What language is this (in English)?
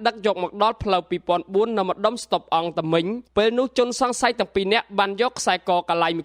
Khmer